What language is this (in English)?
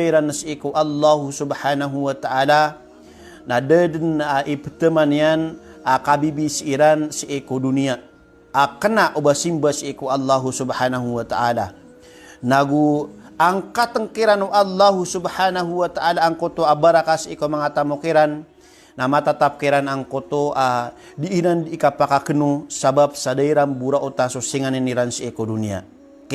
Maranao